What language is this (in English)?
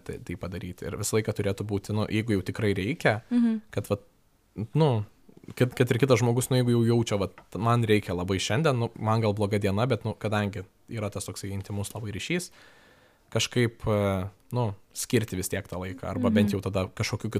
Lithuanian